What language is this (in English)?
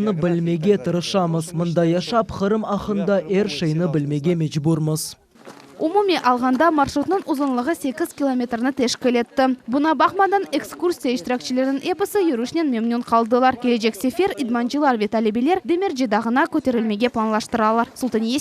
Crimean Tatar